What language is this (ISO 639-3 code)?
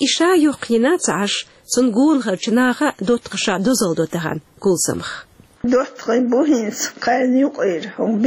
che